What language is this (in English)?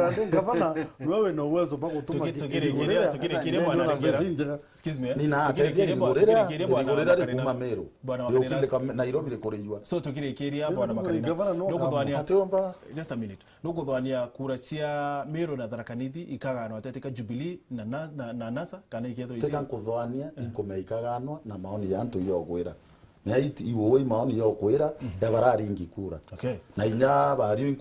Meru